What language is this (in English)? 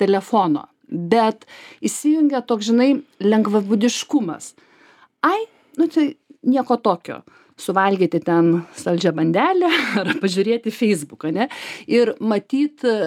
Lithuanian